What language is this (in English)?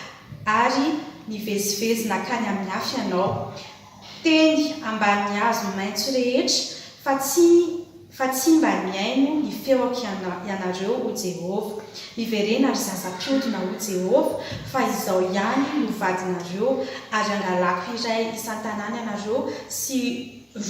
Malagasy